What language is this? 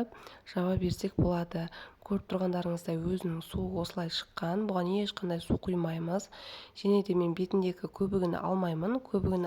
Kazakh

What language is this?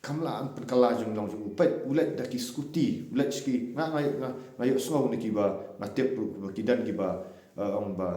Khasi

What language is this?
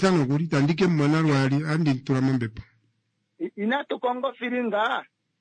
Kuanyama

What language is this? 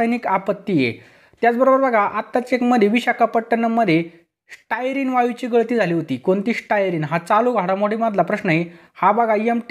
Marathi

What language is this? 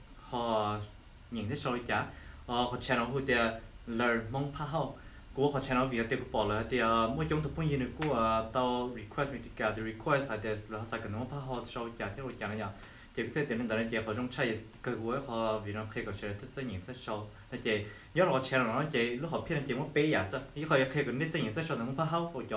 Hmong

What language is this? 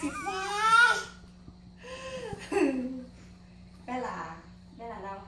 Vietnamese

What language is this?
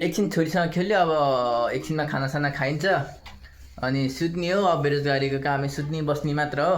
Nepali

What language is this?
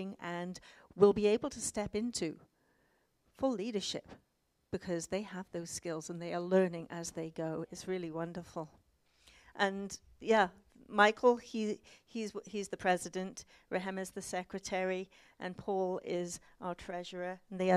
English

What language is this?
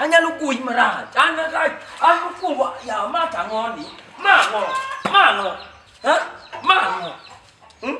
Luo (Kenya and Tanzania)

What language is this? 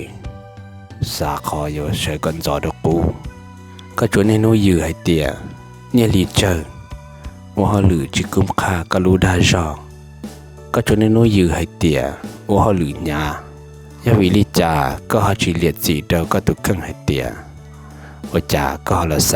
Hmong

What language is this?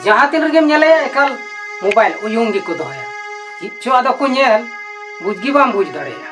Santali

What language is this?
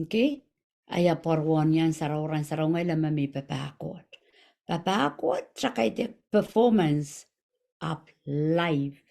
Pohnpeian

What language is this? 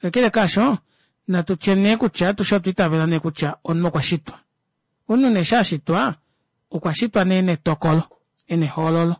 Kuanyama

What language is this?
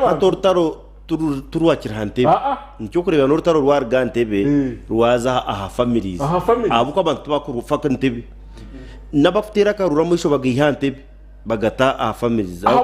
Nyankole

